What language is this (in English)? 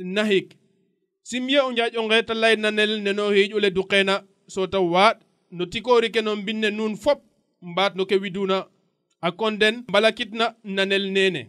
Serer